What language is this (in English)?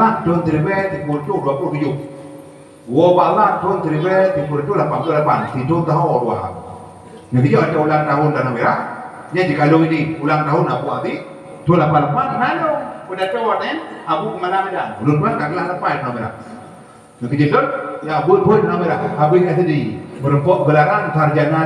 Achinese